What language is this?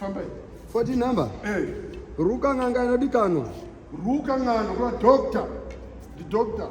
Shona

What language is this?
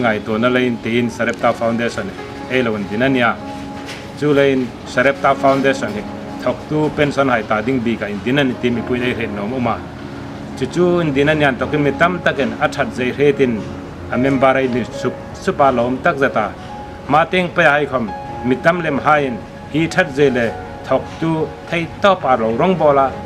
Hmar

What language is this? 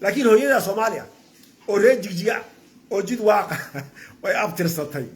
Somali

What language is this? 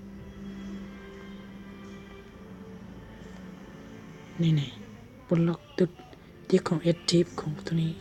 Lao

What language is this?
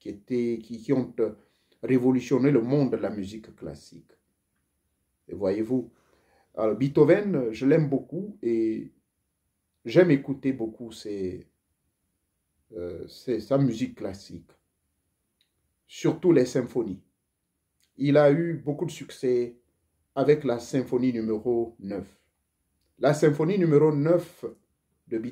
French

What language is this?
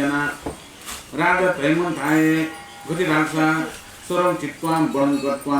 Newari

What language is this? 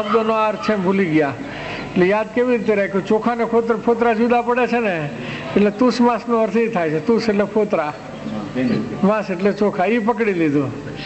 Gujarati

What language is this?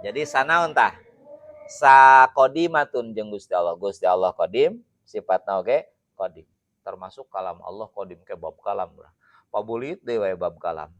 Sundanese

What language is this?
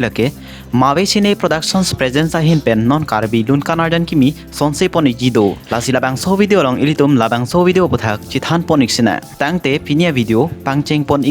Karbi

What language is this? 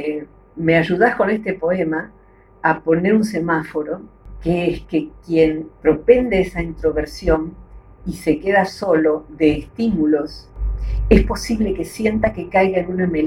Spanish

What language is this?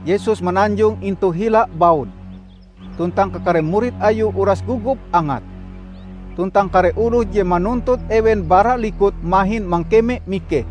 Ngaju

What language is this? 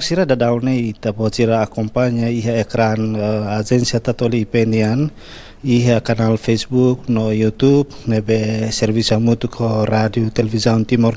Tetum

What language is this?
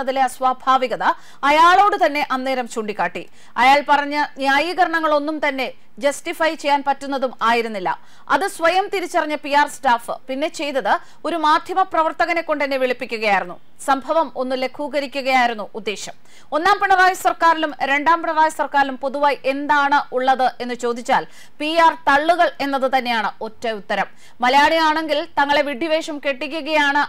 Malayalam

